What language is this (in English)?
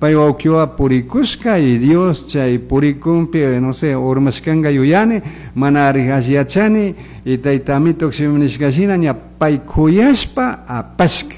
Chimborazo Highland Quichua